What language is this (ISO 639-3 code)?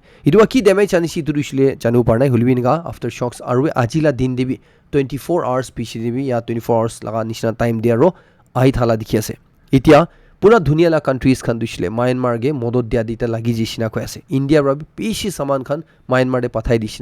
nag